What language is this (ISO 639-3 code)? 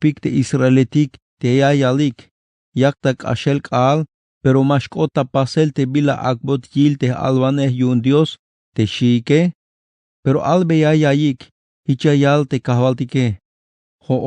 tzh